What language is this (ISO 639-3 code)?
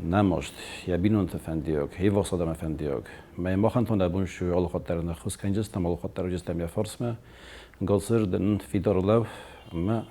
oss